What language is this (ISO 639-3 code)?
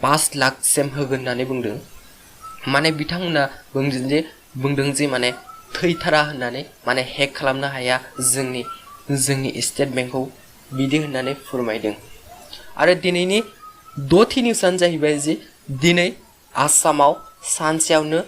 brx